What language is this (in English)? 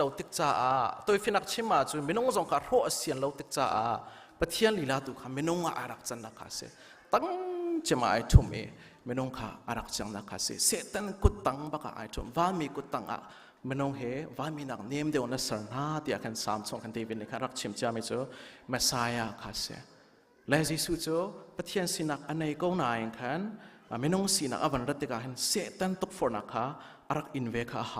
Hakha Chin